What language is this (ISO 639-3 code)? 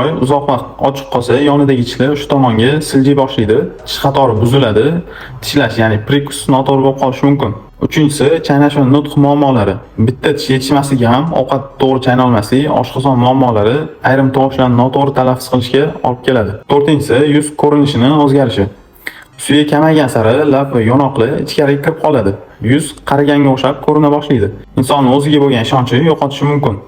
uzb